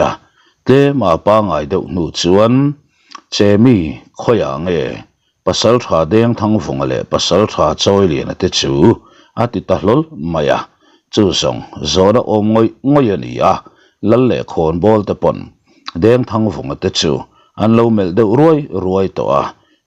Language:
Mizo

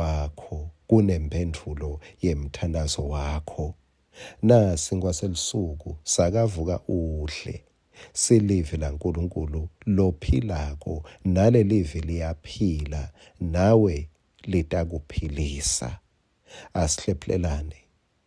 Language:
Swati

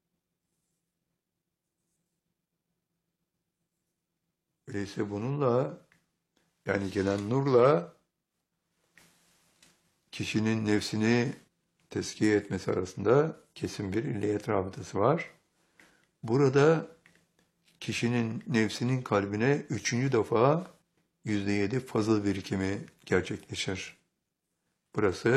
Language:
Turkish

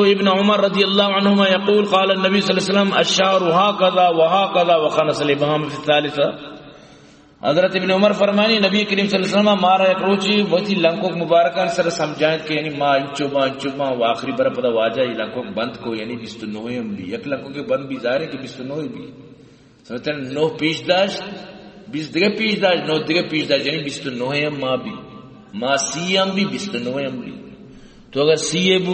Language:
Baluchi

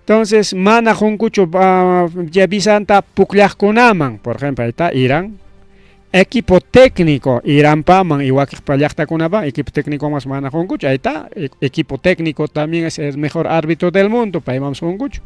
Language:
Ayacucho Quechua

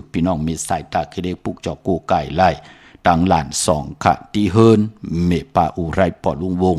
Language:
Shan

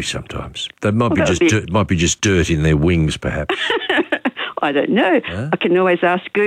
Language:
English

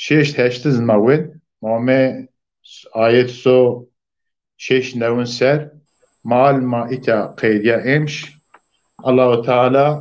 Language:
Zaza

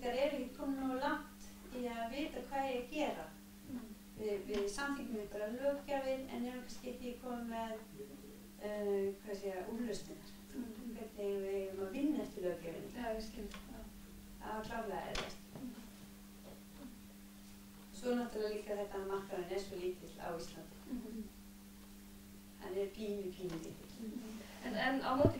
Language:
Icelandic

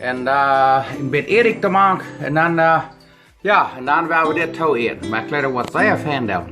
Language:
Plautdietsch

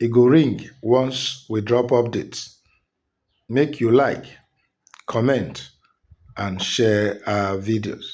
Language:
Nigerian Pidgin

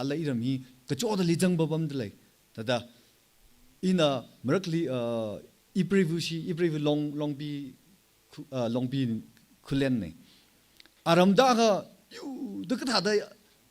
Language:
Tangkhul Naga (India)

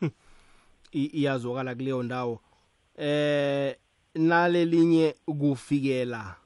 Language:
South Ndebele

